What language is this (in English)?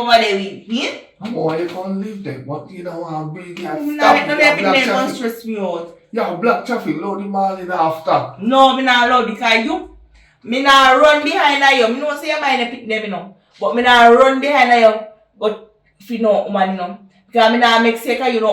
Jamaican Creole English